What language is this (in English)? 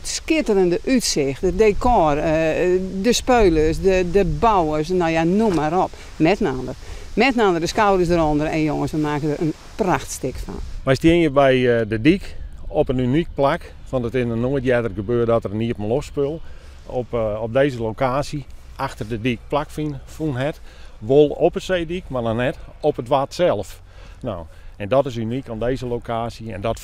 Western Frisian